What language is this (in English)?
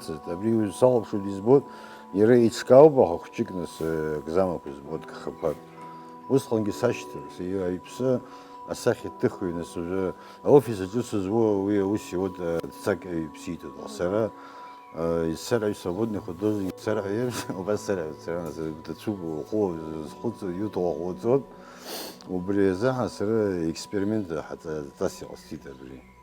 Abkhazian